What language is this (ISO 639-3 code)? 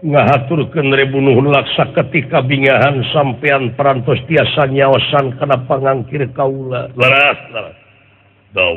sun